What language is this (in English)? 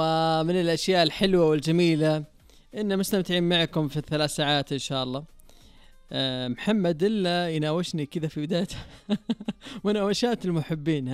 Najdi Arabic